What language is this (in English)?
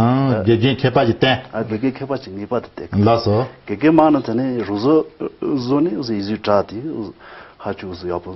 Tibetan